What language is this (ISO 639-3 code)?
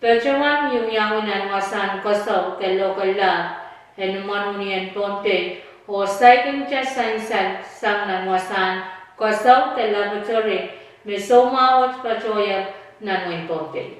pon